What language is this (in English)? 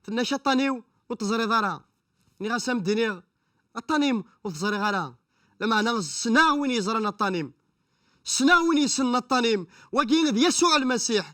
Kabyle